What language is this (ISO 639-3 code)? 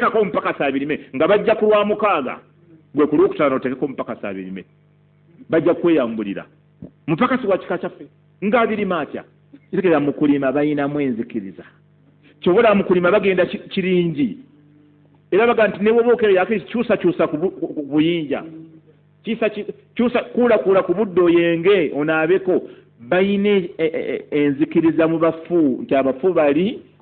lug